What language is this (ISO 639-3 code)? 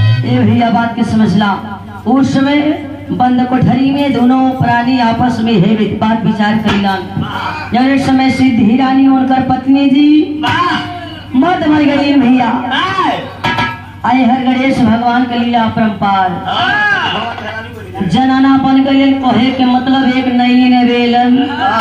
bho